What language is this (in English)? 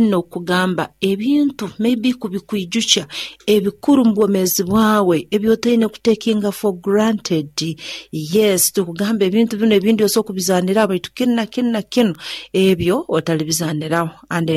Nyankole